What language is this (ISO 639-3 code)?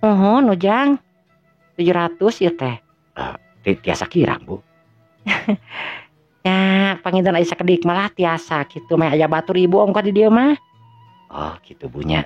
sun